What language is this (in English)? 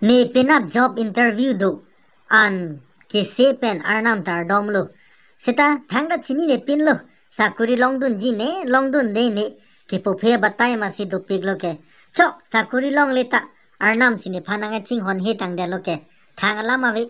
Karbi